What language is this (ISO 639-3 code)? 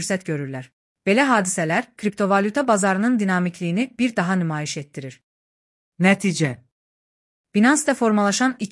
aze